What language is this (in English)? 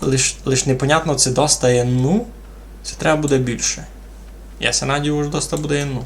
Rusyn